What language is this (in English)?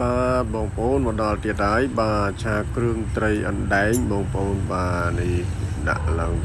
Khmer